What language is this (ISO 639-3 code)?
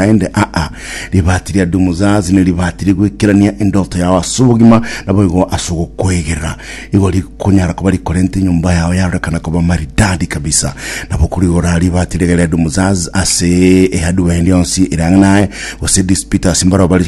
guz